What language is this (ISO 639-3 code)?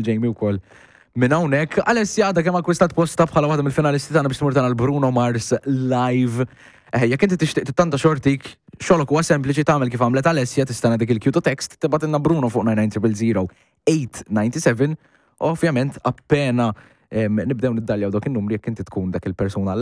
mlt